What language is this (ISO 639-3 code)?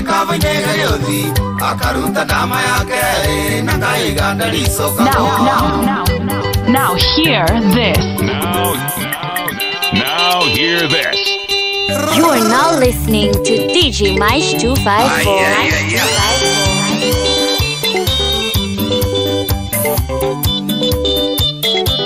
kik